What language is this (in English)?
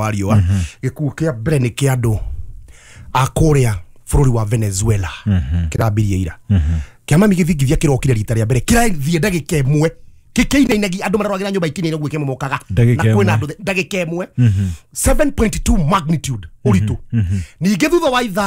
Kikuyu